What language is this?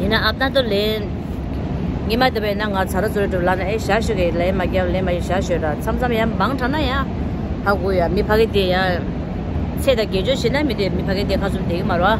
Tibetan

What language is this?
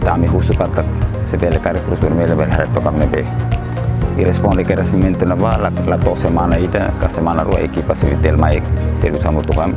Tetum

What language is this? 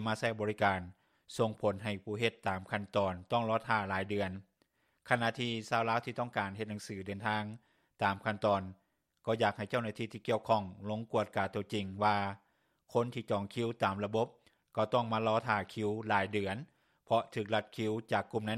Lao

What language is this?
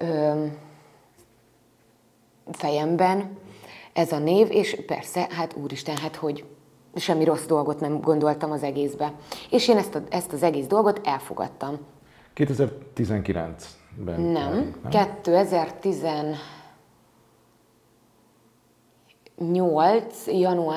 Hungarian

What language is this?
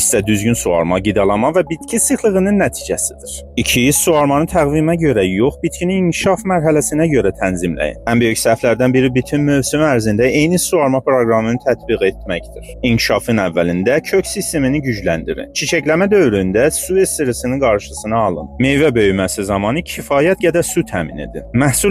Azerbaijani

